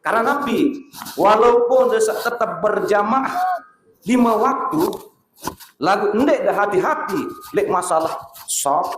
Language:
Sasak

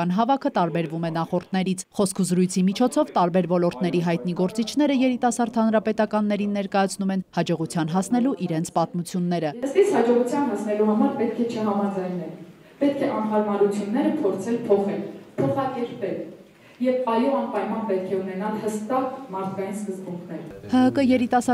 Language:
Armenian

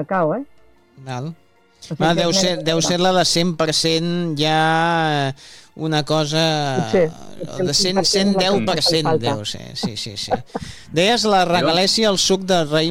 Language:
Catalan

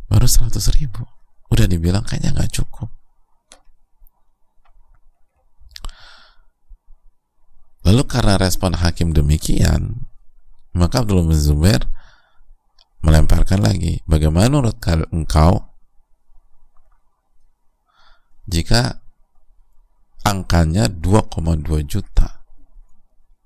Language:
Indonesian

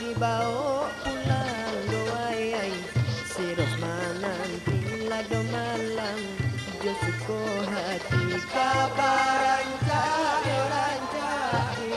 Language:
Minangkabau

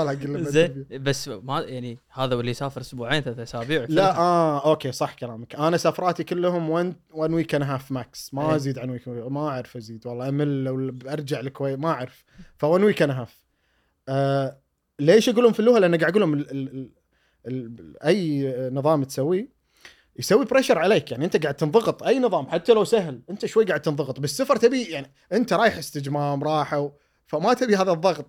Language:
Gulf Arabic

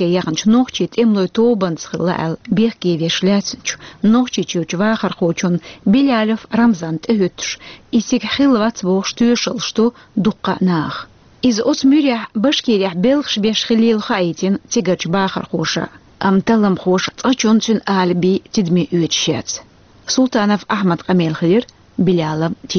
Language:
Chechen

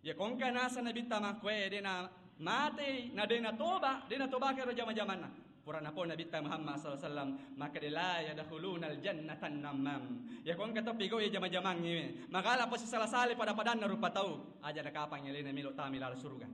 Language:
Buginese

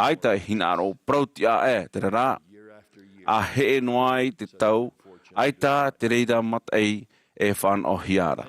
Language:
Tahitian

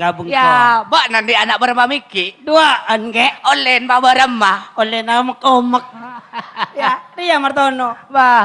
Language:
Madurese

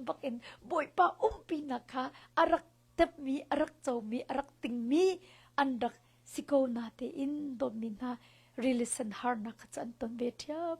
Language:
Hakha Chin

